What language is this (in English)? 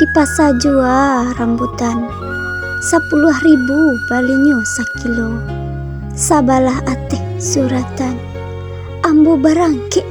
Minangkabau